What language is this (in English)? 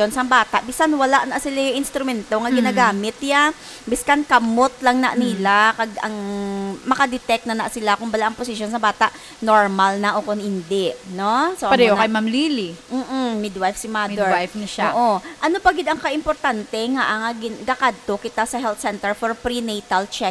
Hiligaynon